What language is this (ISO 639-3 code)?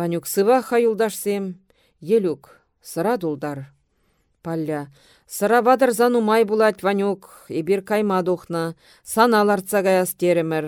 chv